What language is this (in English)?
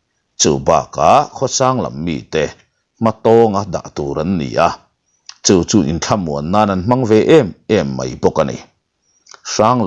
Mizo